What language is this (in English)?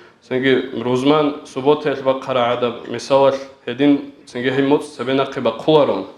Avaric